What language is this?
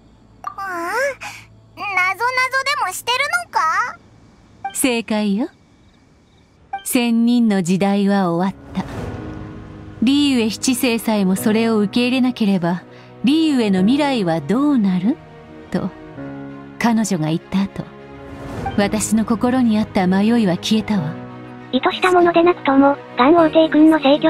Japanese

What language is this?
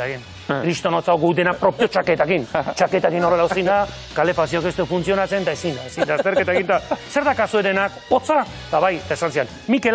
Basque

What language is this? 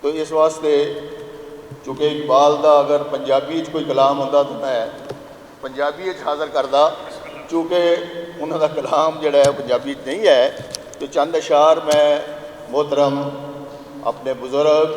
Western Panjabi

